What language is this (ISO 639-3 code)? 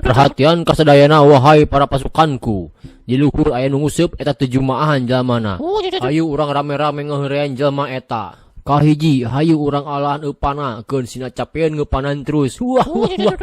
sun